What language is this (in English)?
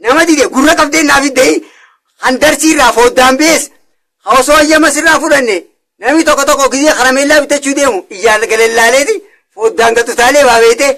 Oromo